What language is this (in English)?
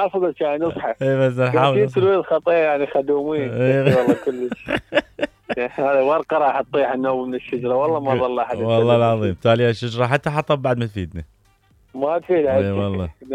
Mesopotamian Arabic